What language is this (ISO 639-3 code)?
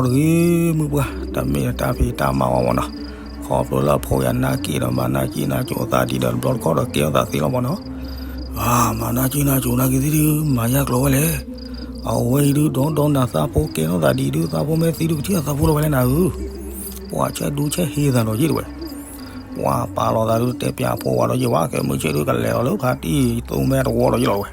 ksw